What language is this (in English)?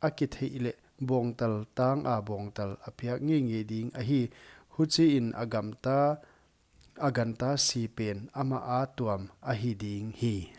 Paite Chin